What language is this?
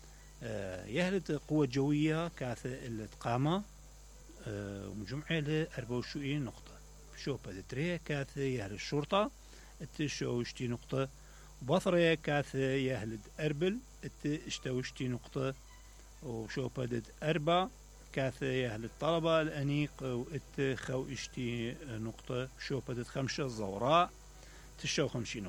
Mesopotamian Arabic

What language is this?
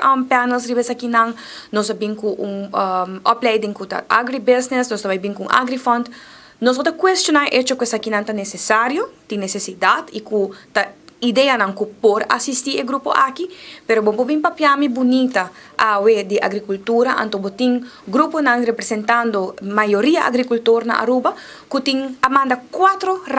Papiamento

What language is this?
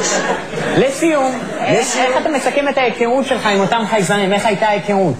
Hebrew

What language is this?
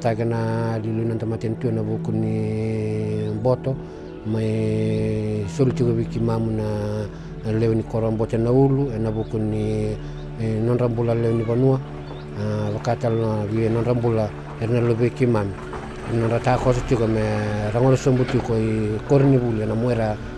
Fijian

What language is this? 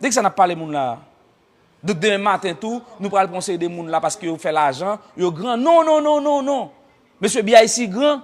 Haitian Creole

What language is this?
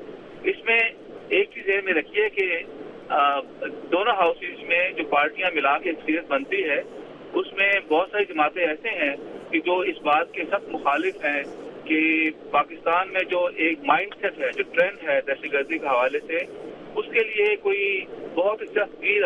Urdu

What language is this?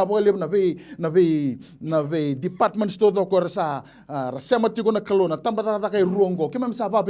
Fijian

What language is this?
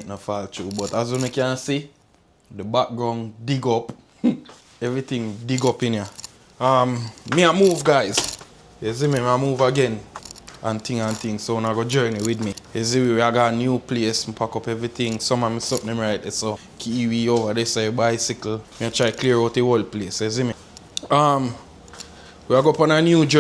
Jamaican Creole English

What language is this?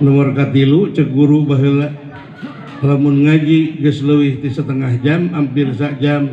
Sundanese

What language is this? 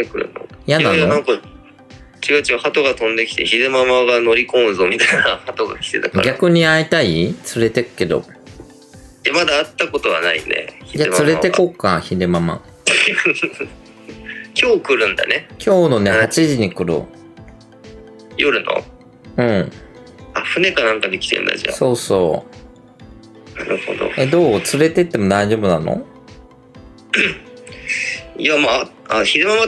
Japanese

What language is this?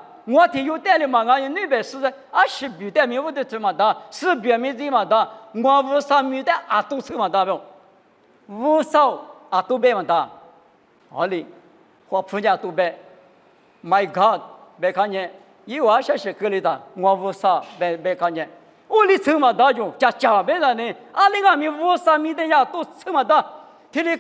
Lisu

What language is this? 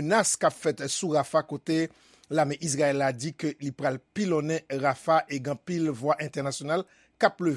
Haitian Creole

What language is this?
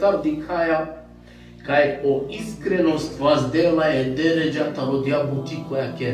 Balkan Romani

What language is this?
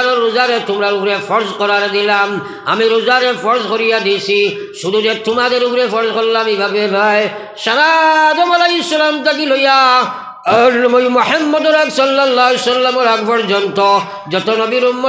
Sylheti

